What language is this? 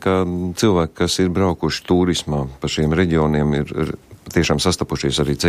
Latvian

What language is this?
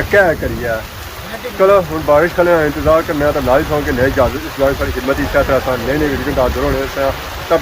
Pahari-Potwari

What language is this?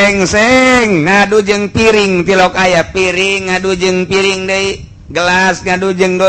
Sundanese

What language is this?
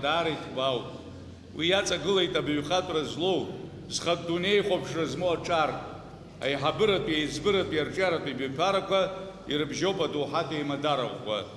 Abkhazian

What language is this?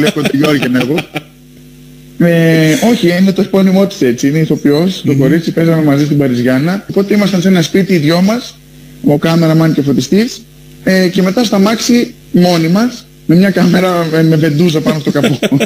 Greek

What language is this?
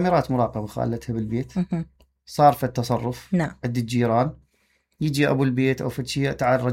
Mesopotamian Arabic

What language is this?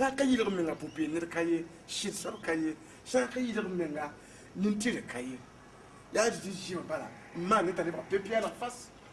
Mossi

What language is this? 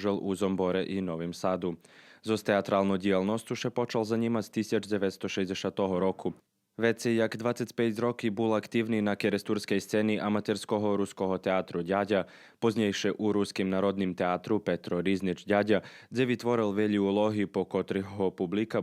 Rusyn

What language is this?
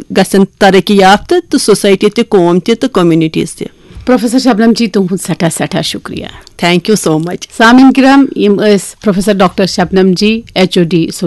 Kashmiri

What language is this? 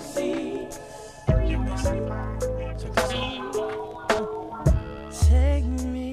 Dutch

